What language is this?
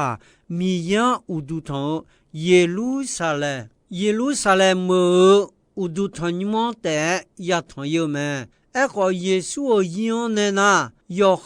Akha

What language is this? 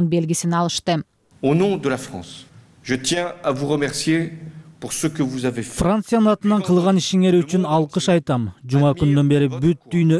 Kyrgyz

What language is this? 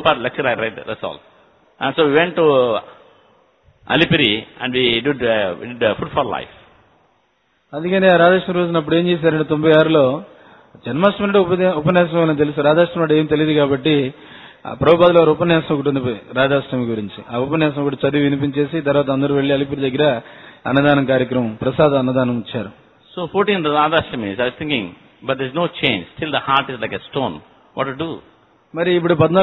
Telugu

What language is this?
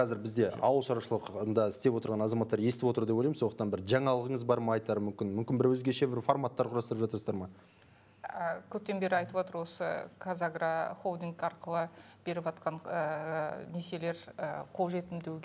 Kazakh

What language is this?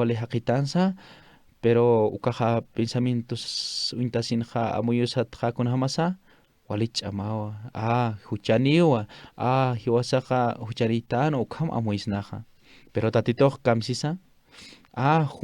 Aymara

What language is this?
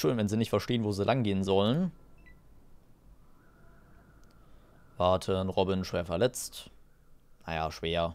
German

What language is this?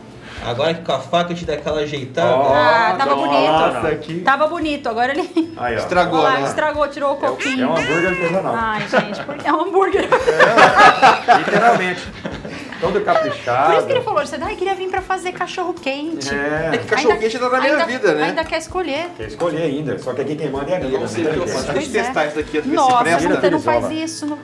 Portuguese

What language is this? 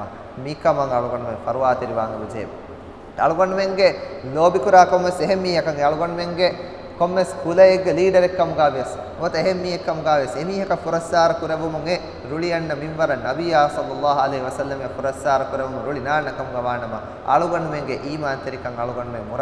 Divehi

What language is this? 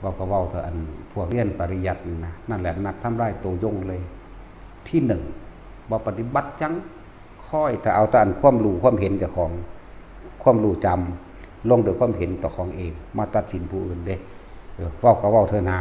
Northeastern Thai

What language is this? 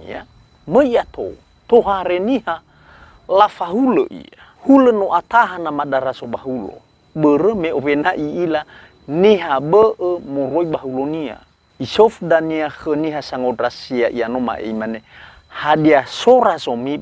Nias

